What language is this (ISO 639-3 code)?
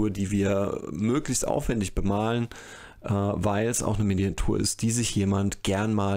deu